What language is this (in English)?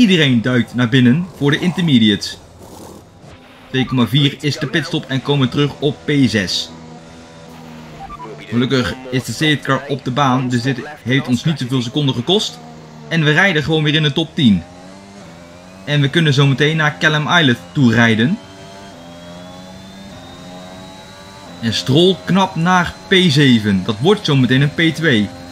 Dutch